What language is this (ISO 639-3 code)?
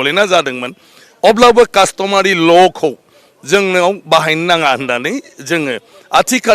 brx